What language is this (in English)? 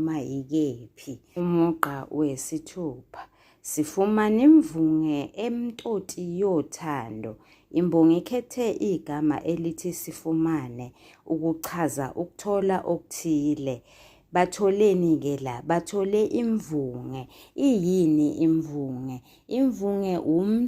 Zulu